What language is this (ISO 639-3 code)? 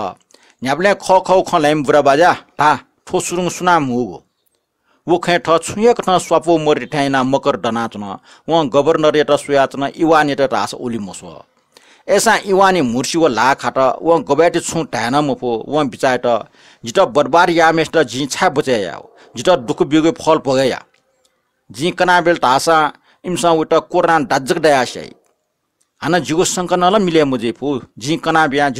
new